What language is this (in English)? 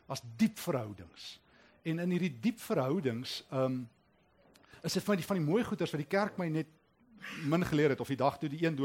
Afrikaans